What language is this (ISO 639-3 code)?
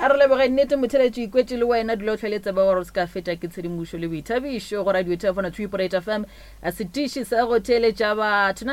nso